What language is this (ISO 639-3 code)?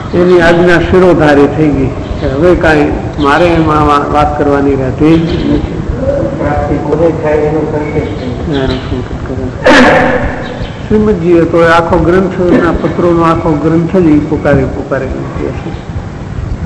guj